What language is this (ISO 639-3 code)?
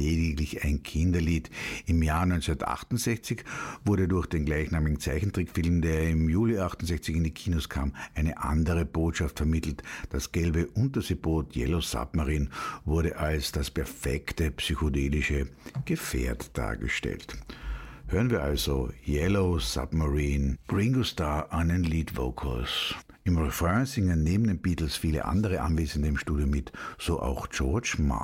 deu